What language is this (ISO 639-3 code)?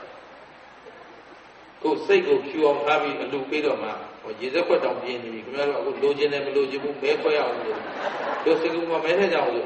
mya